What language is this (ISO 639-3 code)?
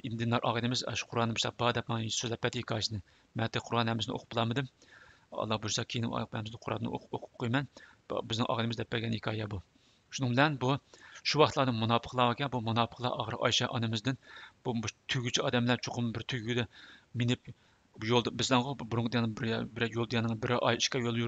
uig